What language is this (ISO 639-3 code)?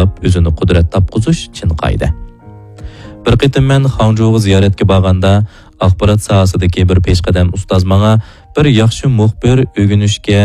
uig